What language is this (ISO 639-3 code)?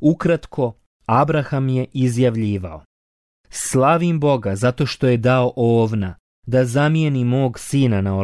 bos